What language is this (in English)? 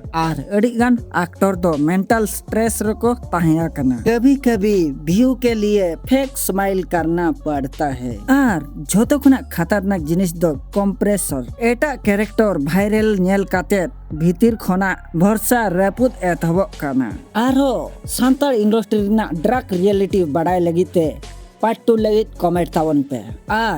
Santali